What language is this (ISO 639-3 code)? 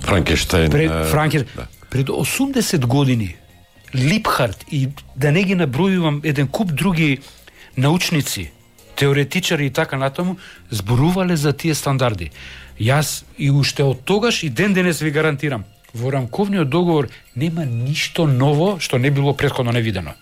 mkd